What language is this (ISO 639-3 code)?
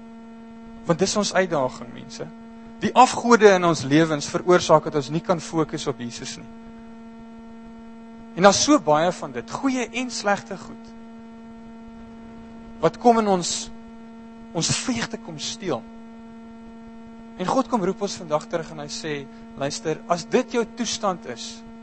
afr